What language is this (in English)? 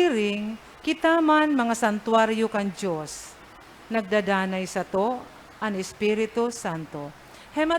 Bikol